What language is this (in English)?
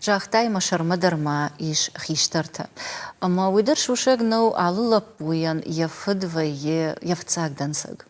Ossetic